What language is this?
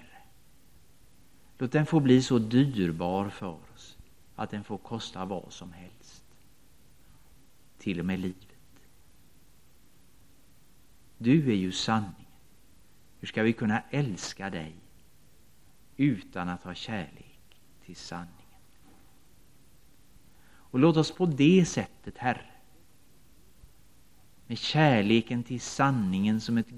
Swedish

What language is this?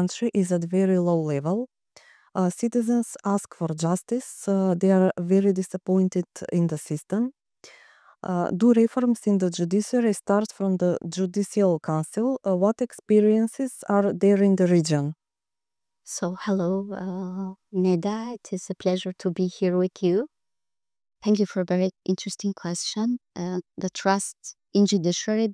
English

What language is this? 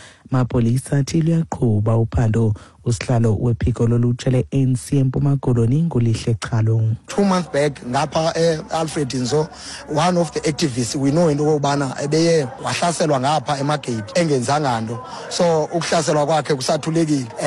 Xhosa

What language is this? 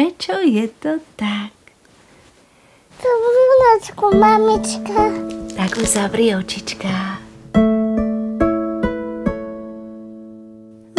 Slovak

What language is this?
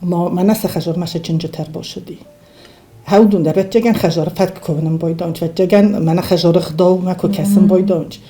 Ossetic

